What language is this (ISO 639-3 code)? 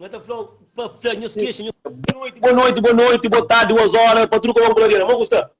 kea